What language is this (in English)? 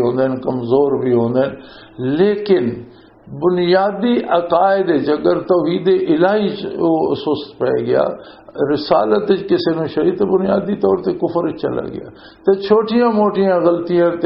Western Panjabi